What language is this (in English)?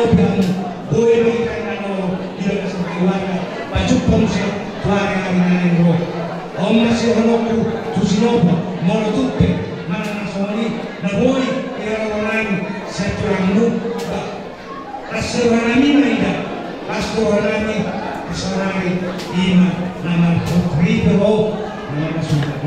Batak Toba